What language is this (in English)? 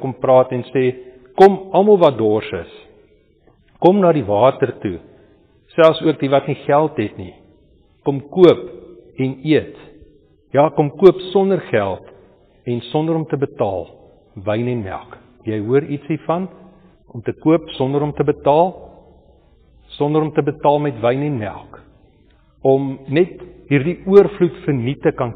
Afrikaans